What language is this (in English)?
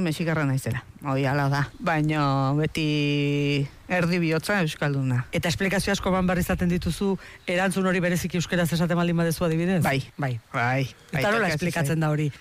Basque